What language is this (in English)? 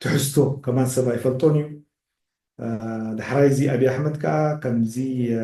Tigrinya